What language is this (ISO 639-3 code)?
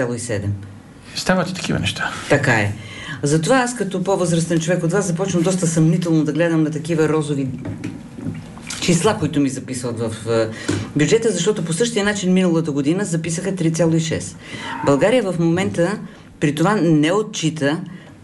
bul